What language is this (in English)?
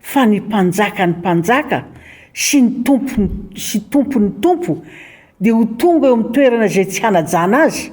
Malagasy